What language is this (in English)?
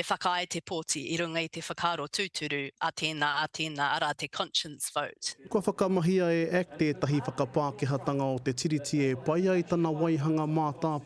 Māori